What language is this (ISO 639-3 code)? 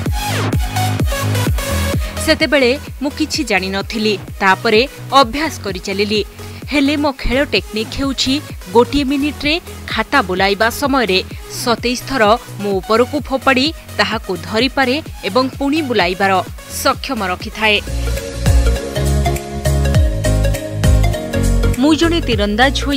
ori